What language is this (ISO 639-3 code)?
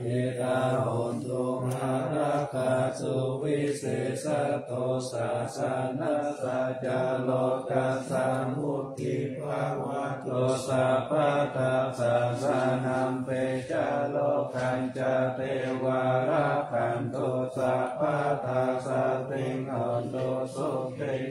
pli